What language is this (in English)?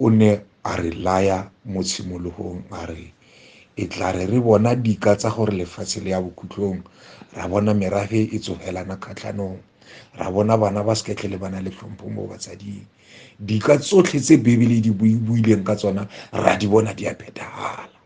Tswana